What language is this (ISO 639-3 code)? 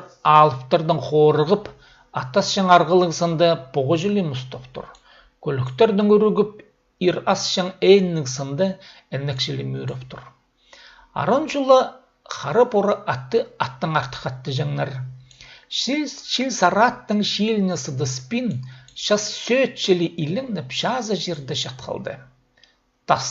kjh